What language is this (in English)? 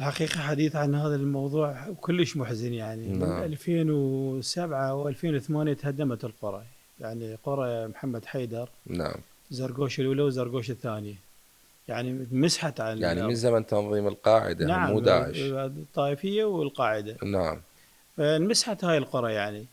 Mesopotamian Arabic